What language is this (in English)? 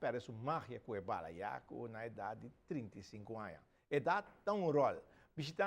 Papiamento